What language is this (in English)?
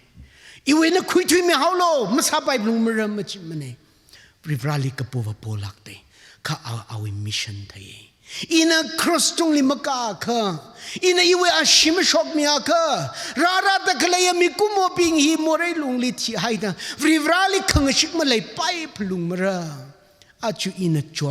Tangkhul Naga (India)